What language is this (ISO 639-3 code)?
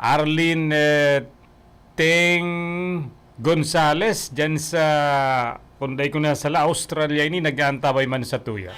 bik